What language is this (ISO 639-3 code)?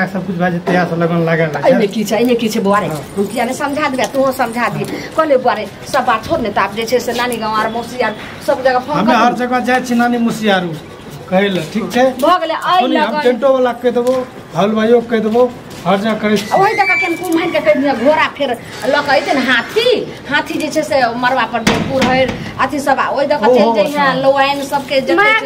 mai